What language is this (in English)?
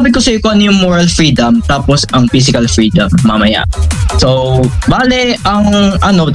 Filipino